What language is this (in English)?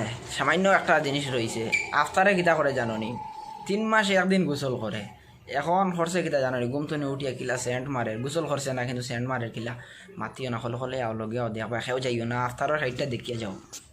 Sylheti